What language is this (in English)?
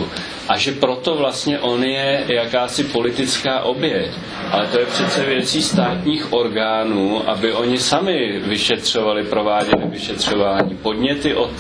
Czech